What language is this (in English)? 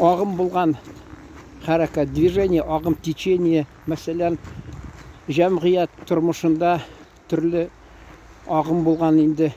Tatar